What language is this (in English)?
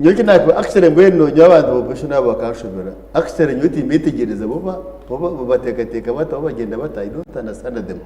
Nyankole